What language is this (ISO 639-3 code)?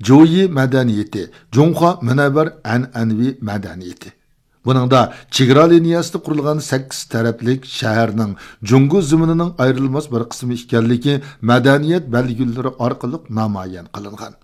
uig